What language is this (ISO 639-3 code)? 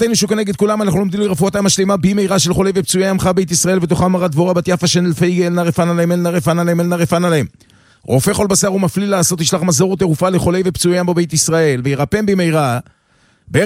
heb